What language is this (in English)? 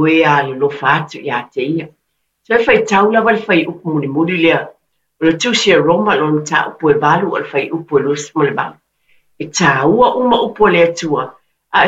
Samoan